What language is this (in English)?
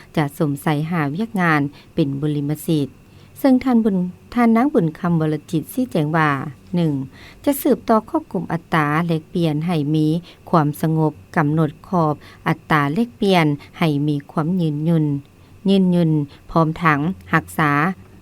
Lao